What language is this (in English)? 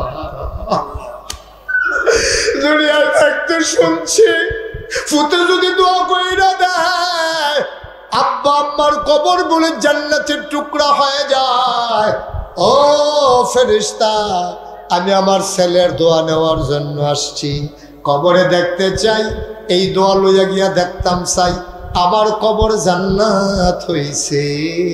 Bangla